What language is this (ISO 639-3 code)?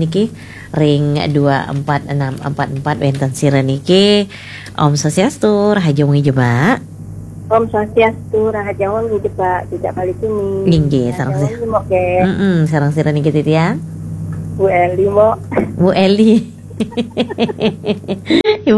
ban